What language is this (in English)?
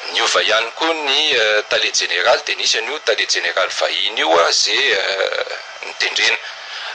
Malagasy